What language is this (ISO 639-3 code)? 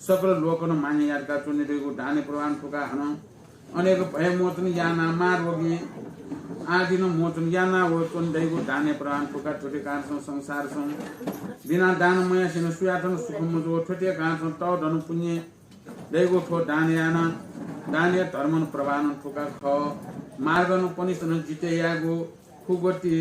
new